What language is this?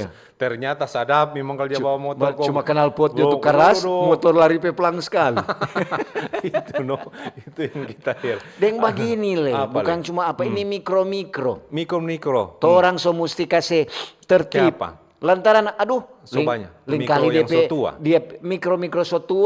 Manado Malay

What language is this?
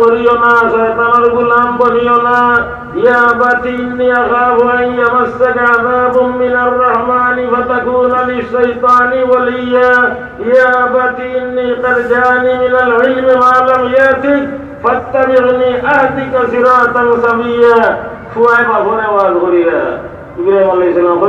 Sylheti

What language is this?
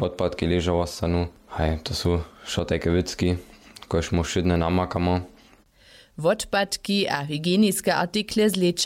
Upper Sorbian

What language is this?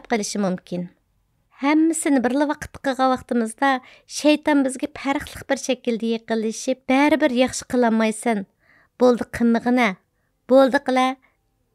Uyghur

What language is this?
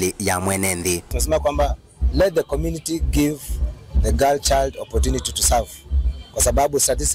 Kamba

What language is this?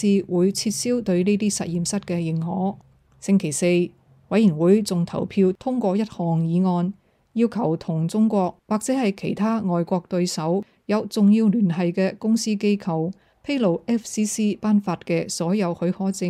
Cantonese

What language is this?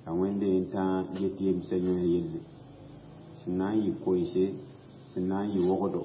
Mossi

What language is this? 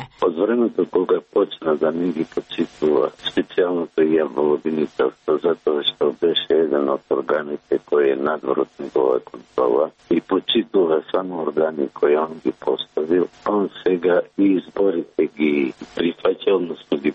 Macedonian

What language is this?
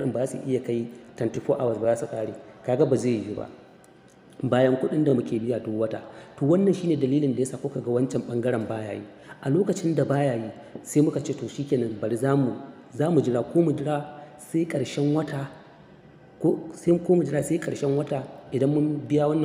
Hausa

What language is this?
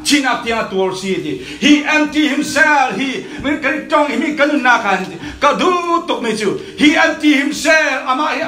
Falam Chin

